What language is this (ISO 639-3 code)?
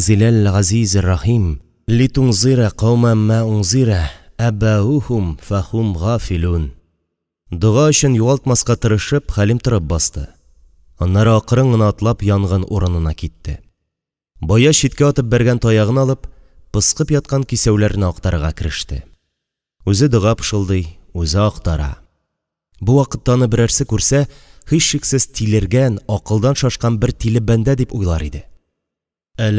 tat